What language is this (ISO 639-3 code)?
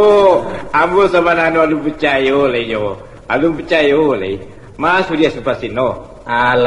min